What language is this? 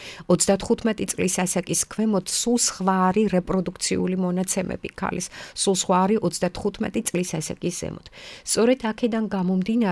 Georgian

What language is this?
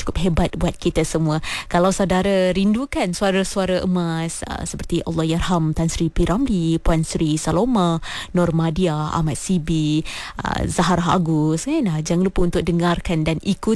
Malay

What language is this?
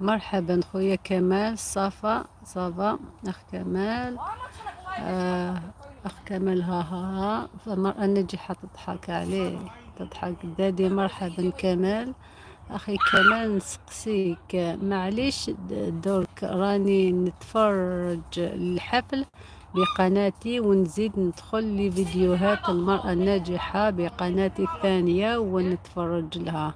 Algerian Arabic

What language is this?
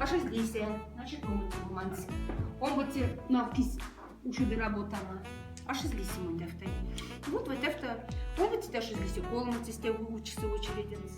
Moksha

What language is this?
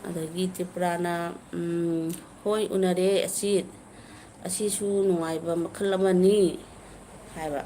Manipuri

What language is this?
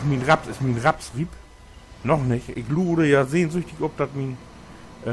Low German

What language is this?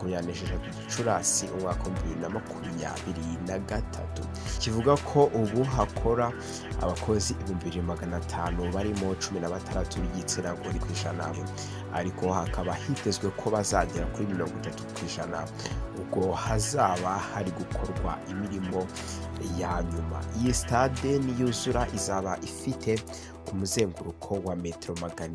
Kinyarwanda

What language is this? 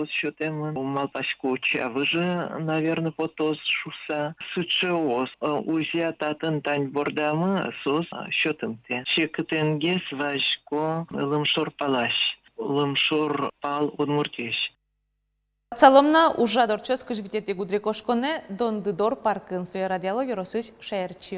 Udmurt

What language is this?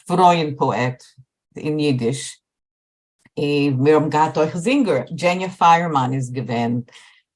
Yiddish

